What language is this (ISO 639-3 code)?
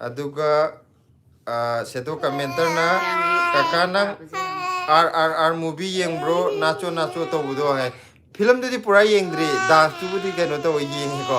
mni